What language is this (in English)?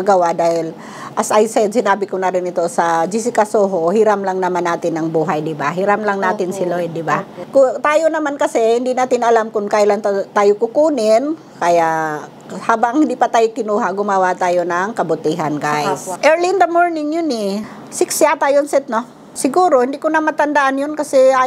Filipino